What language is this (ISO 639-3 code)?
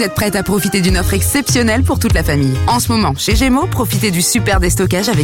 fra